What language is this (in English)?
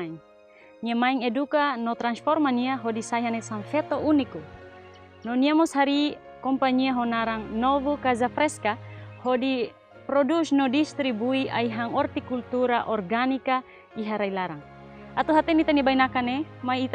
Tetum